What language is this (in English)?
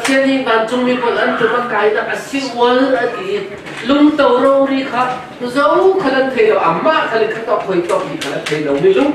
Falam Chin